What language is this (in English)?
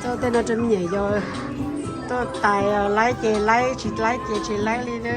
Hmong